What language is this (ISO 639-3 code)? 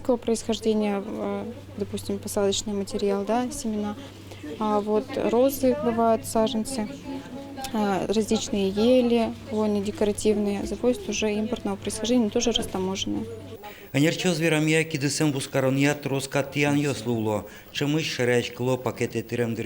udm